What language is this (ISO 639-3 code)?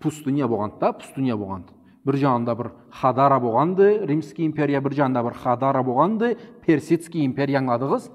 krc